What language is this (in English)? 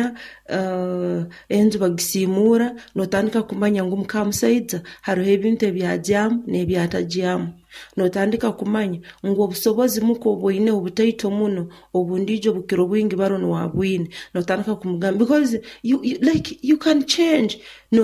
Nyoro